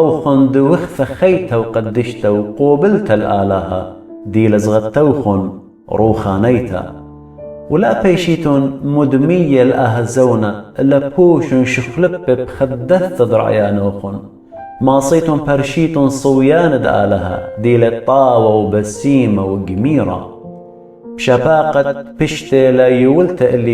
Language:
Assyrian Neo-Aramaic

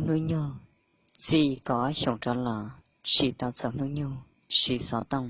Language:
Hmong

